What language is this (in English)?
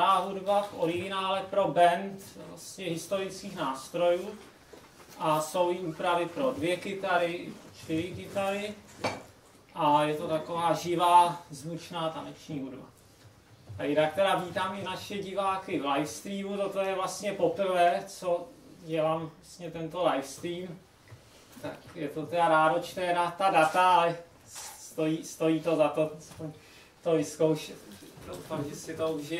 Czech